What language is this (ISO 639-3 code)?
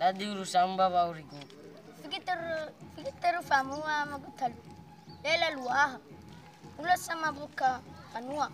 nia